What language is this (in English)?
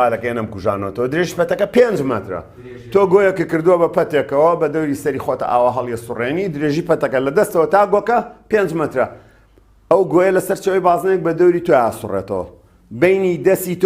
Central Kurdish